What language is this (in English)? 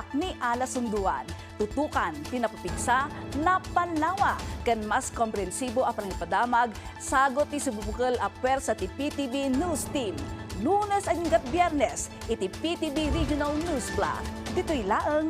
Iloko